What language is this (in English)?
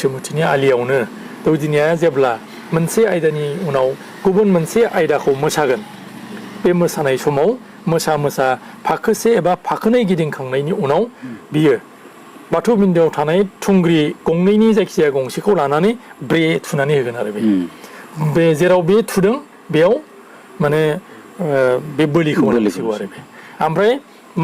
Bodo